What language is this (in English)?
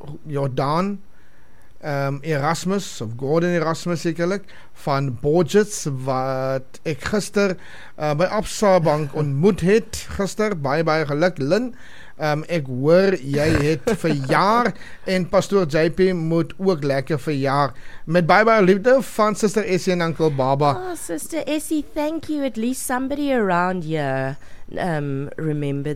Afrikaans